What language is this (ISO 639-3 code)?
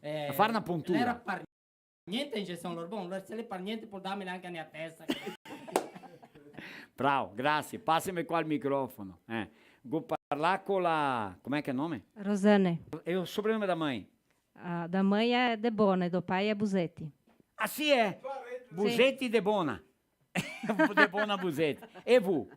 vec